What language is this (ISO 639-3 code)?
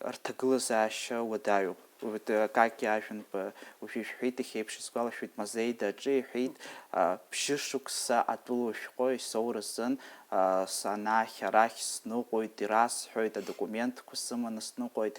abk